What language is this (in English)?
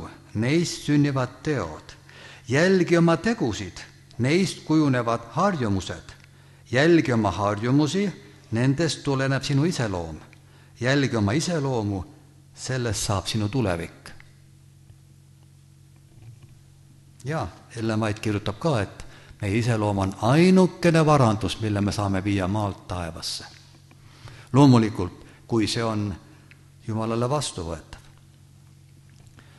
Estonian